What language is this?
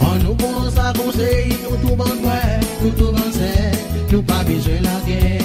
Seselwa Creole French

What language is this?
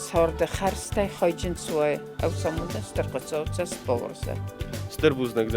Ossetic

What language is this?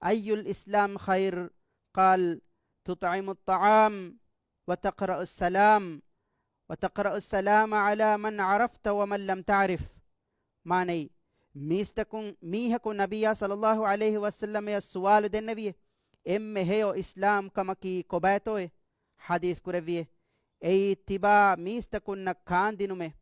Divehi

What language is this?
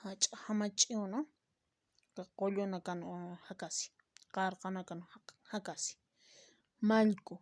Aymara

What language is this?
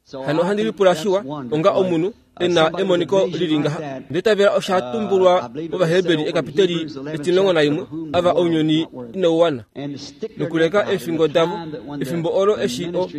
Kuanyama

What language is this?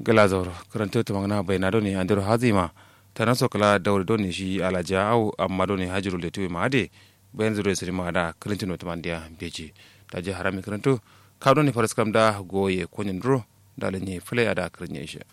Kanuri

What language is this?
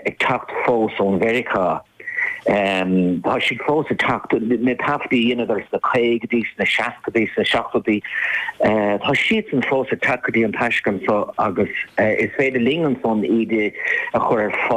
Irish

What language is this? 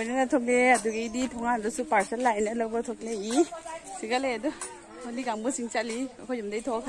Manipuri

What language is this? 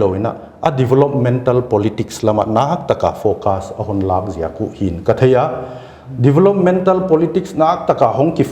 Paite Chin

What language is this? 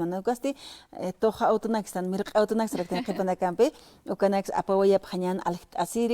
Aymara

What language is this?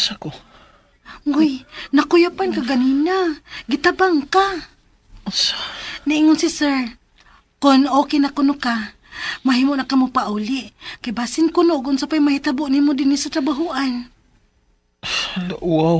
Cebuano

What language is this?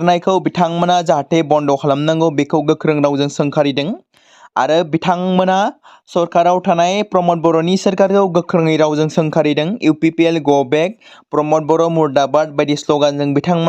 Bodo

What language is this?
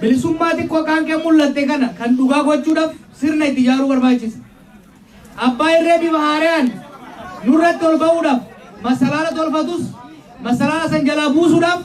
Oromo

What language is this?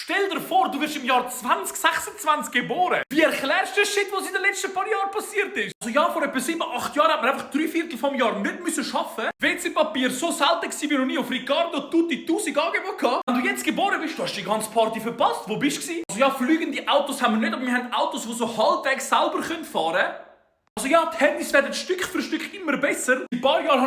Swiss German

